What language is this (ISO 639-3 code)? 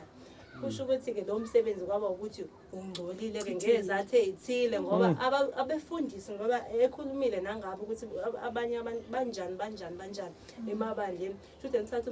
zul